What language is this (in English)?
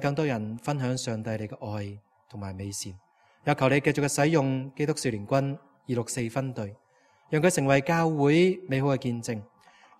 Cantonese